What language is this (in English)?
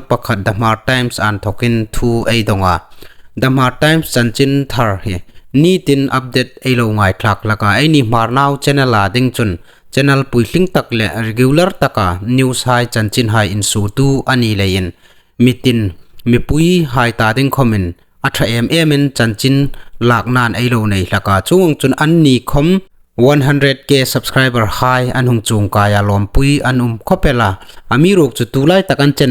Hmar